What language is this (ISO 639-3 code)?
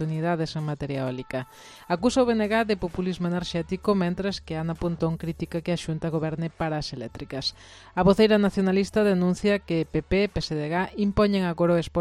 glg